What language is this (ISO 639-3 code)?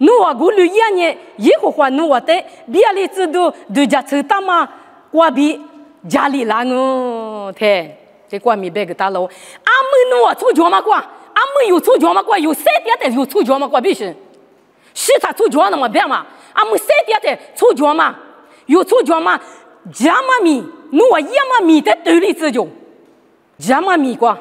lis